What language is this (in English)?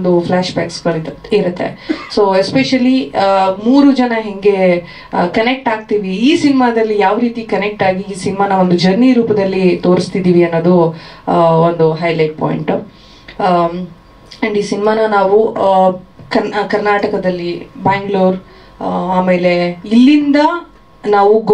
Kannada